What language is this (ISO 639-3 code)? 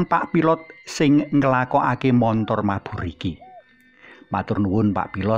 jav